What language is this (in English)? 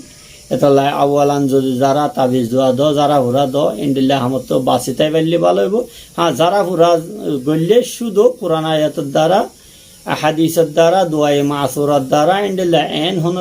Rohingya